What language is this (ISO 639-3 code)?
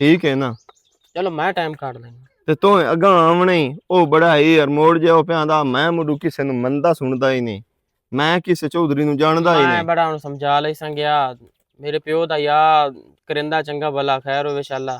lah